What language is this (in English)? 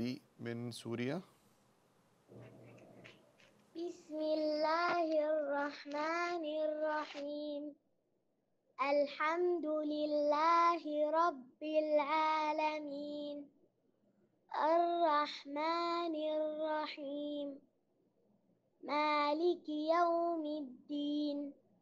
Arabic